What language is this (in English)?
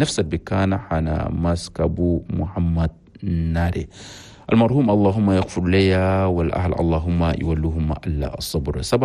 Chadian Arabic